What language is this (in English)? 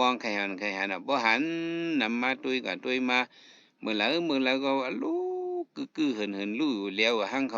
Shan